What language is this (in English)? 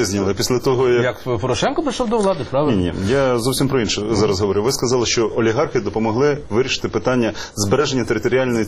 Ukrainian